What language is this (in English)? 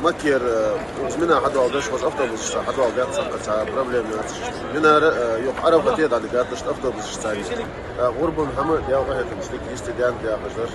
Ingush